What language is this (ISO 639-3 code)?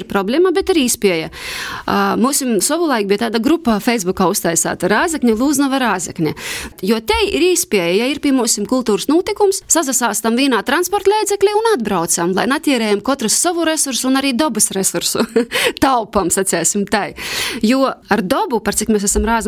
lav